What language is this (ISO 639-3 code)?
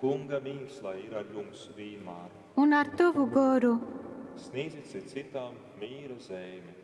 ltg